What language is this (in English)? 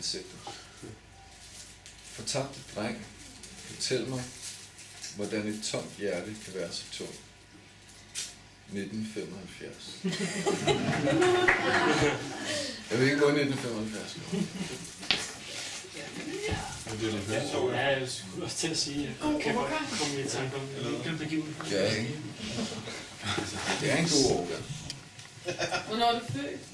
Danish